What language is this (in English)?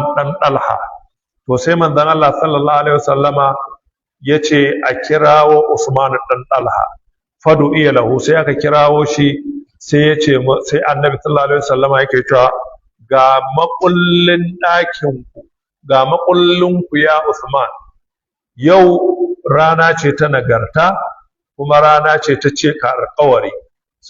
Hausa